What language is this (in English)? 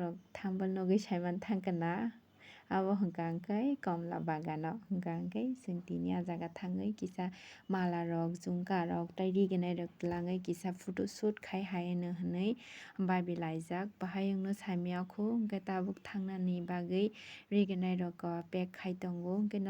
Kok Borok